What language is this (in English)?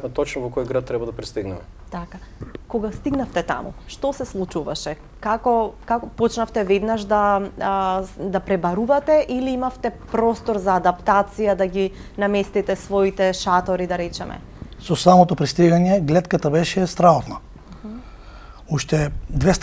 Macedonian